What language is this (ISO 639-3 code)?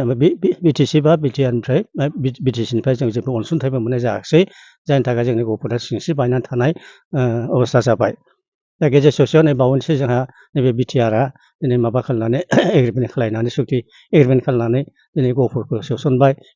brx